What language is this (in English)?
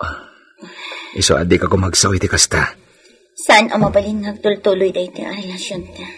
Iloko